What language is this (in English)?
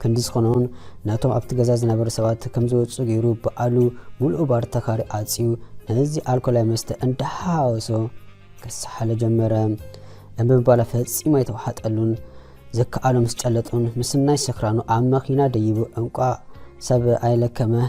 Tigrinya